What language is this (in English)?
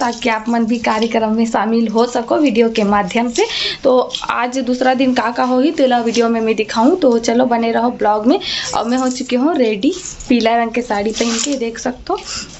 Chhattisgarhi